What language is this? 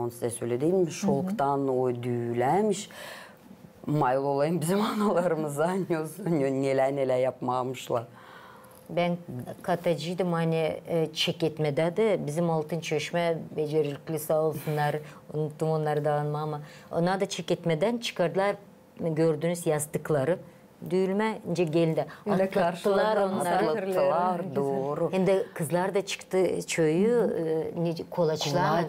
Gagauz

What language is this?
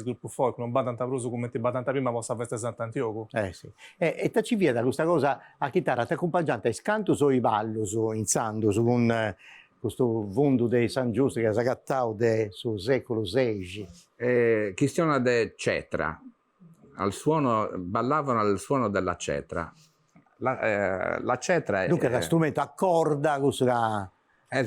Sardinian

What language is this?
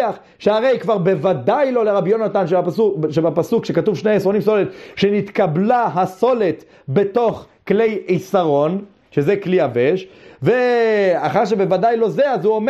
Hebrew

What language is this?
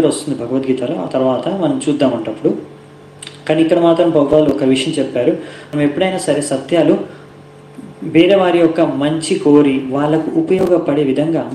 Telugu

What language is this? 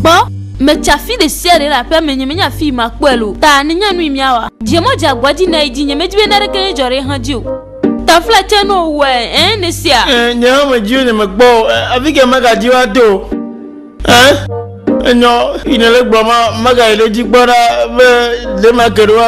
Ewe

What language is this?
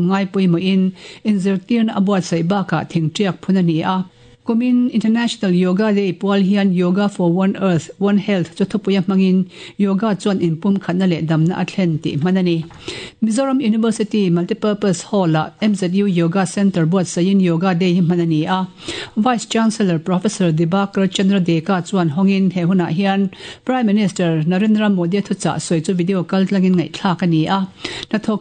Mizo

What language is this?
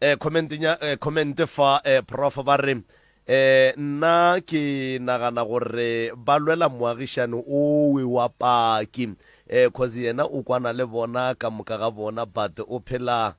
Northern Sotho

